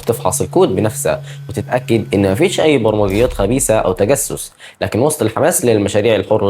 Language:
Egyptian Arabic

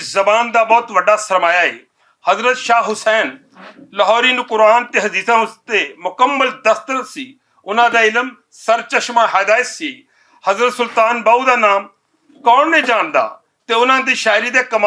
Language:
Western Panjabi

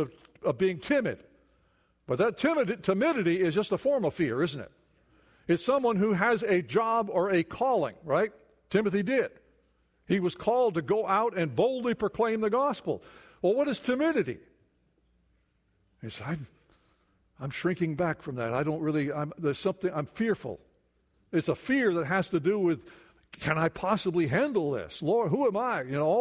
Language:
English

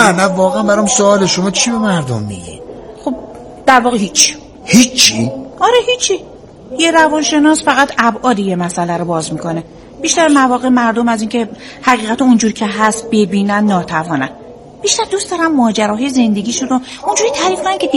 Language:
Persian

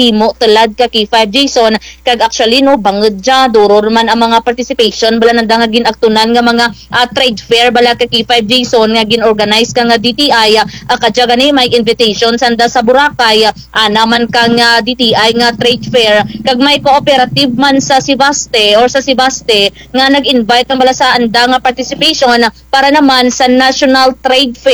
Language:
Kinaray-a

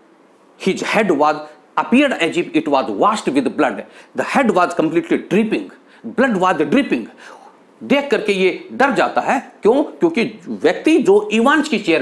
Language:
Hindi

